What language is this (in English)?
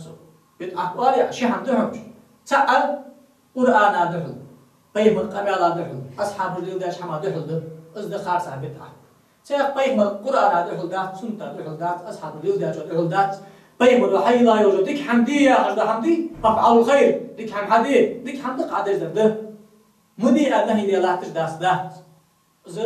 Ingush